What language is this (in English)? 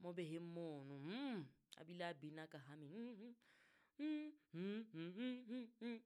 Southern Sotho